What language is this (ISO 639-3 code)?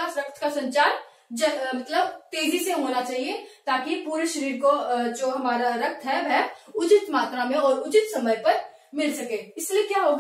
hin